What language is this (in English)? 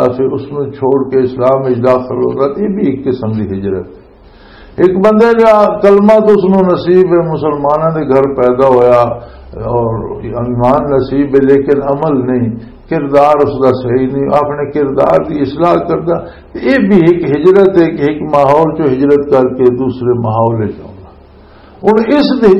Western Panjabi